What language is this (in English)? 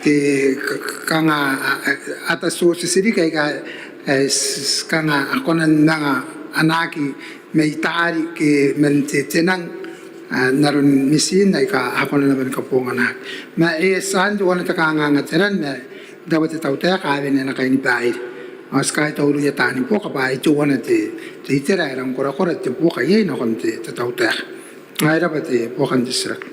Gilbertese